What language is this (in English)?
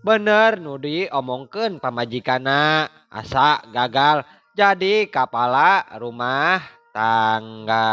Sundanese